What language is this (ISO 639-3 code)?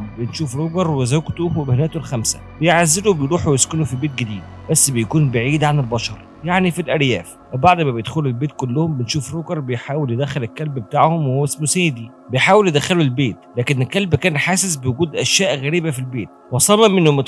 arz